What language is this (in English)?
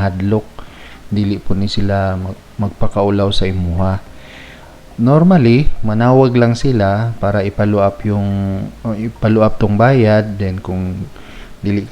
Cebuano